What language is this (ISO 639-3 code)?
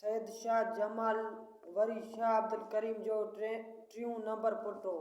snd